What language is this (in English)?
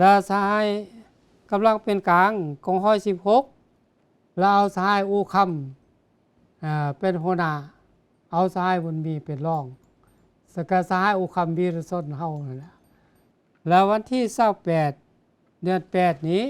Lao